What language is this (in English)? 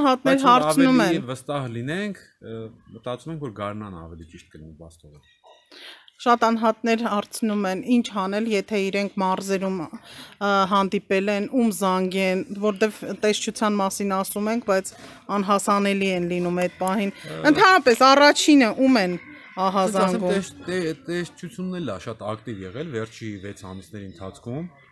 Armenian